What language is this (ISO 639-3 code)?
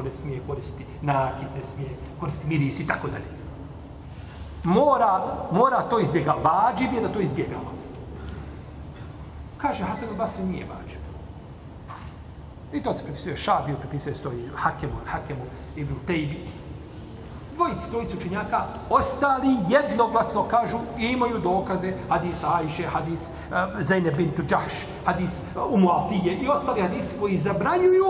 bos